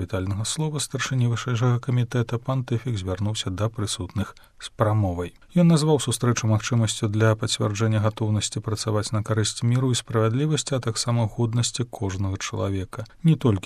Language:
Belarusian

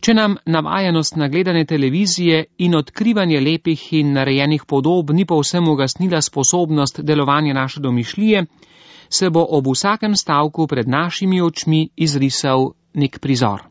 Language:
Slovenian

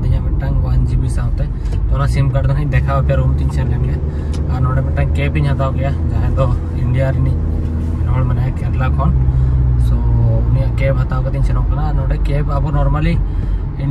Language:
Santali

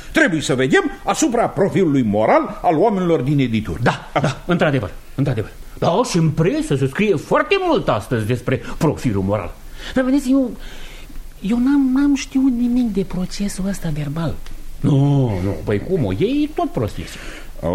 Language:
Romanian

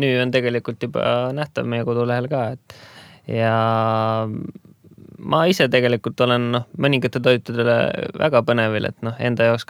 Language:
Estonian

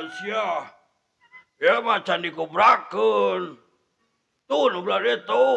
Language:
Sundanese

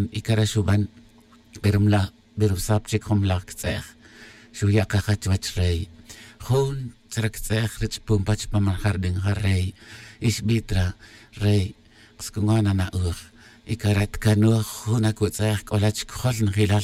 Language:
Tz'utujil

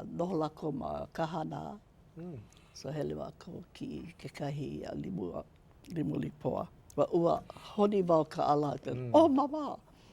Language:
Hawaiian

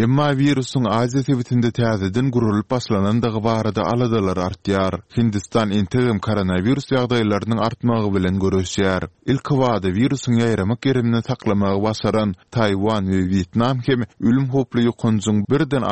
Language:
Turkmen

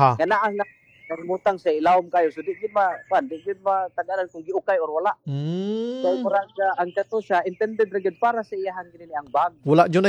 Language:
Cebuano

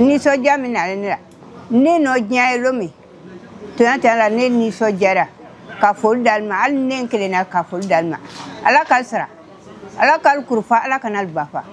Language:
Bambara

